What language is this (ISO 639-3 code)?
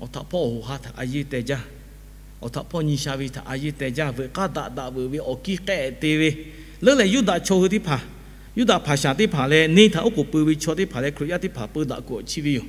lhu